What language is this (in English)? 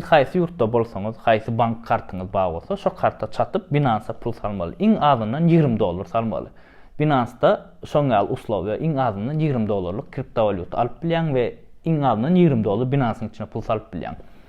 Turkmen